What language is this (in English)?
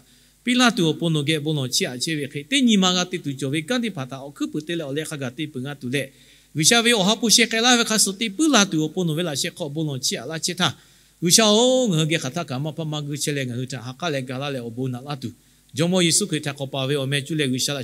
Lahu